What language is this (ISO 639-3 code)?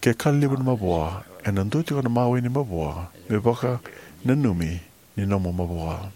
fij